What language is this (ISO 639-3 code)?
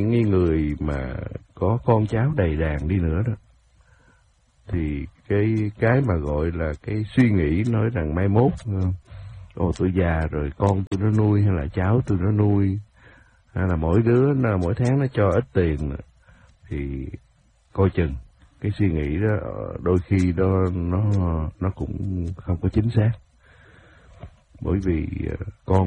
vie